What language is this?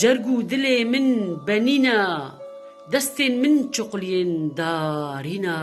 Kurdish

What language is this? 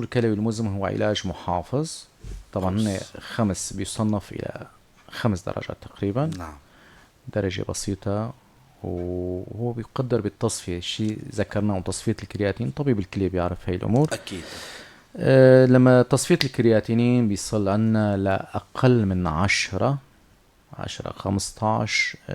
North Levantine Arabic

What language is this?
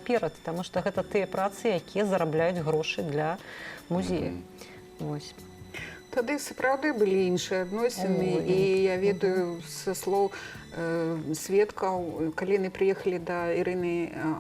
Belarusian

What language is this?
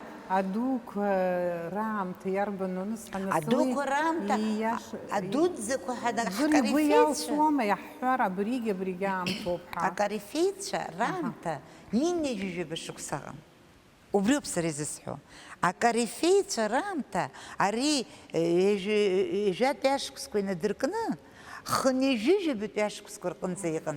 Abkhazian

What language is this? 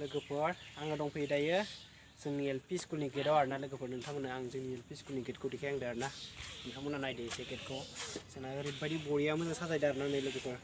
Bodo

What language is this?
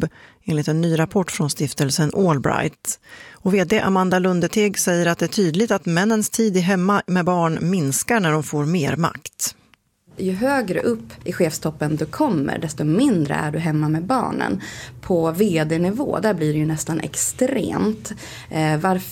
Swedish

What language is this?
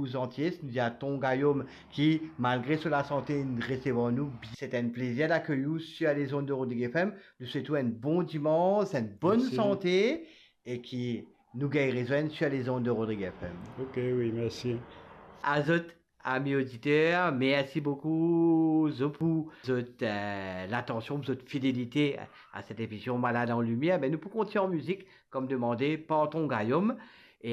Morisyen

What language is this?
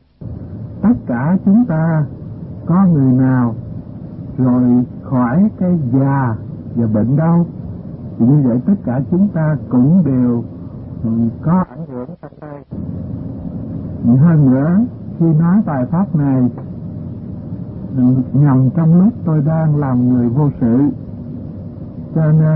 Vietnamese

